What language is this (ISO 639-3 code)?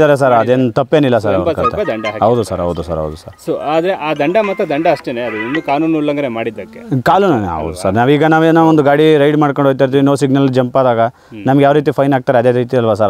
kan